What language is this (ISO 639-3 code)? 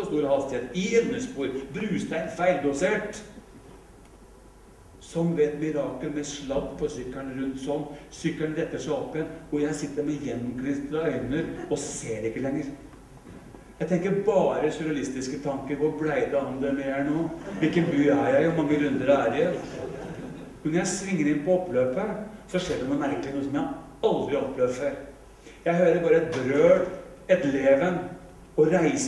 nor